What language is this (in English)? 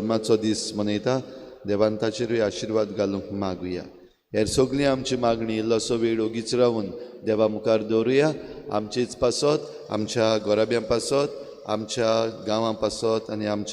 Konkani